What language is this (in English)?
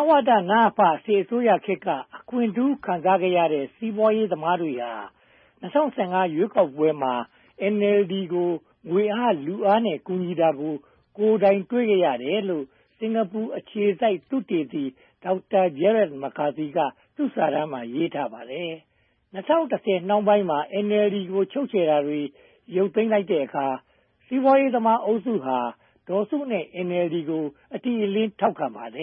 Burmese